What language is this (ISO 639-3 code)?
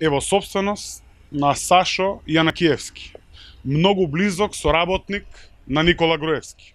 mkd